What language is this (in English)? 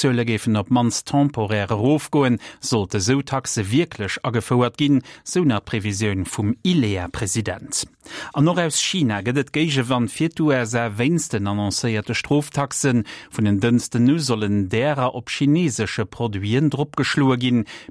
Luxembourgish